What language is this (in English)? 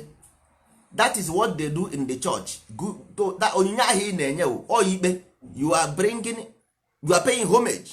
Igbo